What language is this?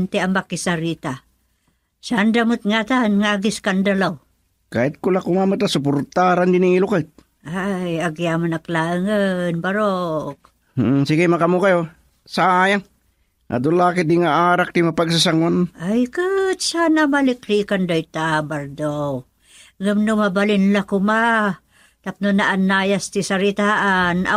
Iloko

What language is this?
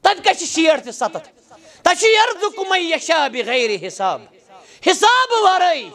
Kashmiri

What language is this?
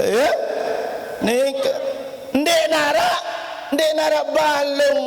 Sasak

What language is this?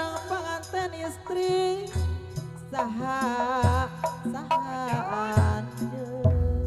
Sundanese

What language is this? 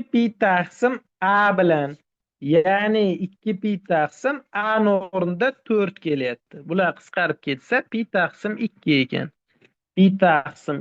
Uzbek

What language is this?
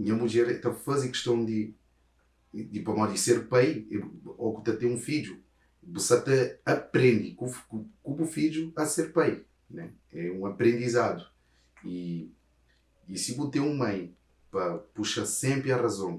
Kabuverdianu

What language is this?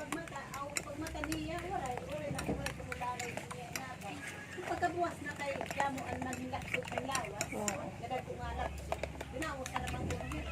Waray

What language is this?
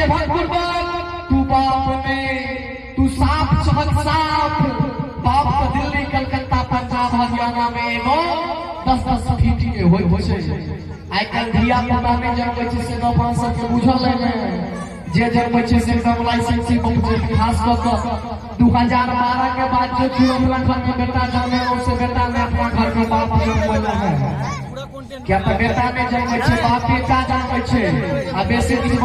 Maithili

